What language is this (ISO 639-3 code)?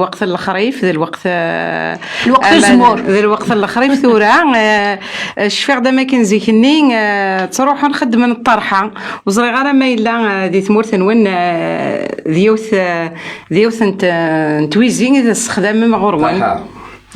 kab